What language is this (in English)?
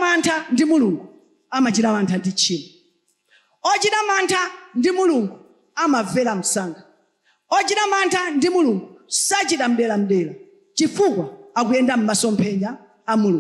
Nyanja